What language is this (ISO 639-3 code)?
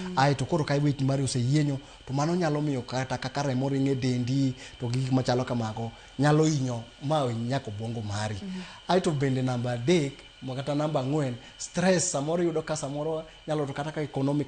luo